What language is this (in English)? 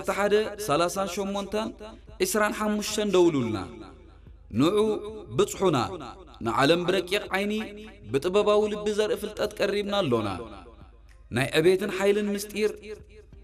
Tigre